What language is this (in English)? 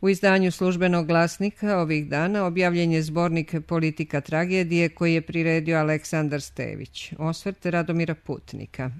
Serbian